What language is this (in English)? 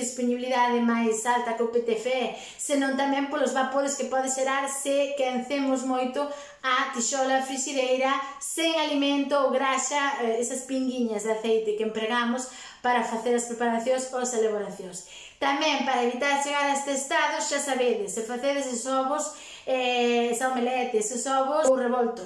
Galician